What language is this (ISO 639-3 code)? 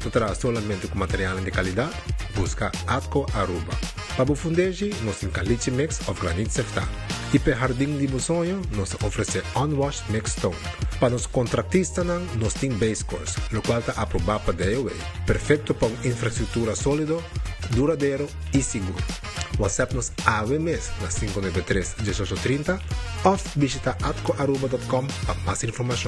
pap